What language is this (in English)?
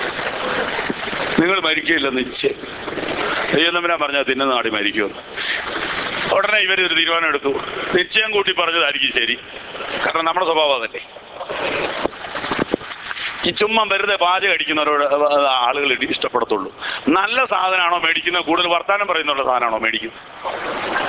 Malayalam